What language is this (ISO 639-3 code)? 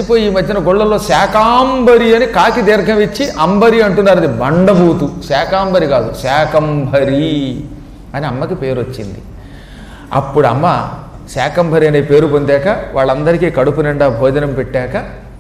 tel